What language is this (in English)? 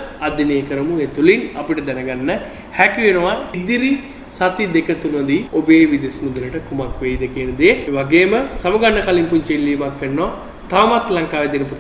Sinhala